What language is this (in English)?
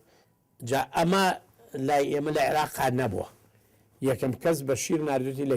Central Kurdish